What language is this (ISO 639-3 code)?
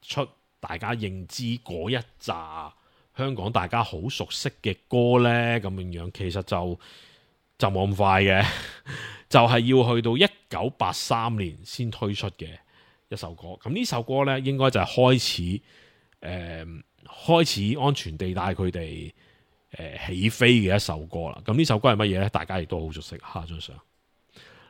yue